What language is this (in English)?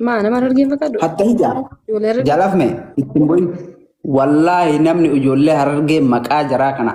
Oromo